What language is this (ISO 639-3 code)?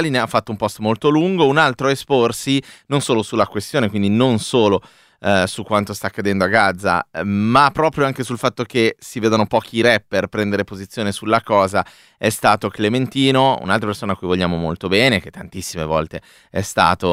ita